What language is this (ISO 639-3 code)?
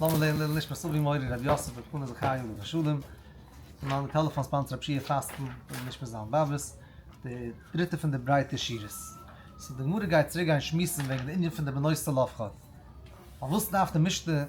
yid